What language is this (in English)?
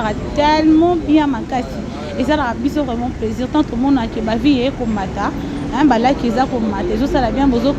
Lingala